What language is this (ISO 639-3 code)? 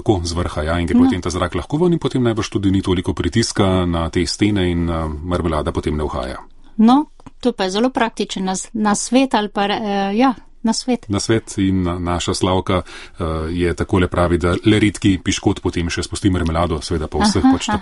slv